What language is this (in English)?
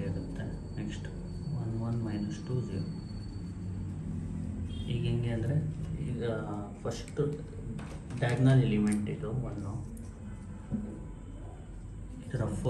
Kannada